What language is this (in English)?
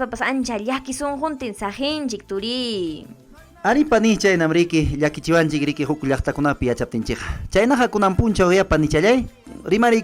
Ayacucho Quechua